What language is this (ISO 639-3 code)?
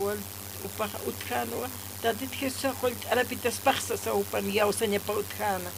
aym